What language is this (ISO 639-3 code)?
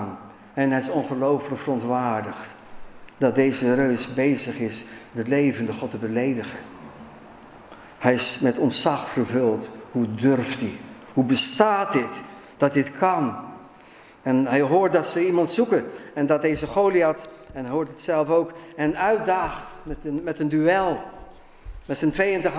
nld